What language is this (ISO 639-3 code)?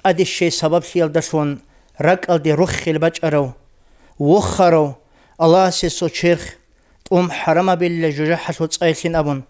ava